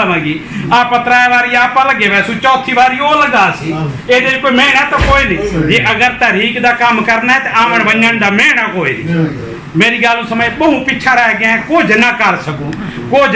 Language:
Saraiki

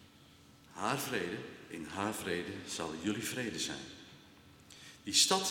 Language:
Dutch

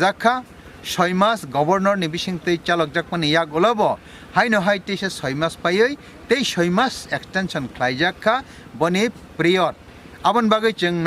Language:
Kok Borok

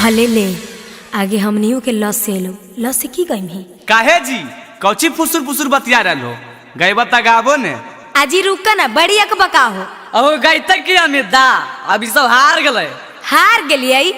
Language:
Magahi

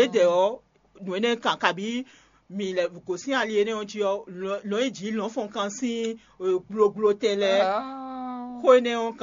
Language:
Fon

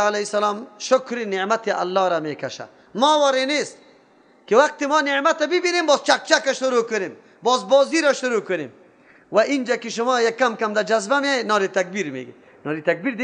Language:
Persian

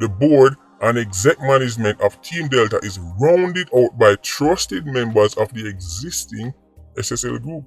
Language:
Jamaican Creole English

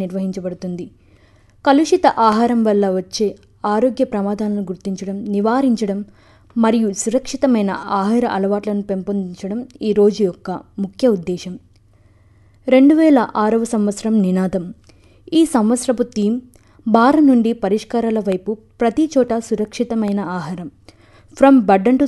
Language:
Telugu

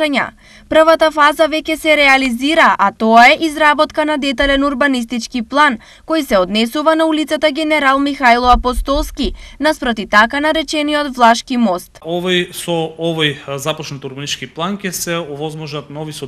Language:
Macedonian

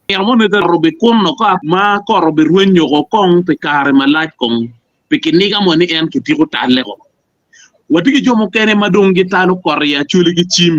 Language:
Acoli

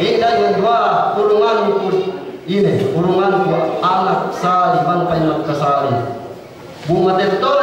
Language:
Yakan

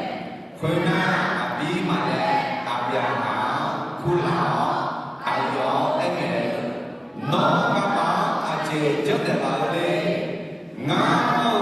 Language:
Akha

